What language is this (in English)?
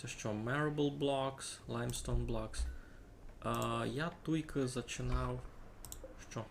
Rusyn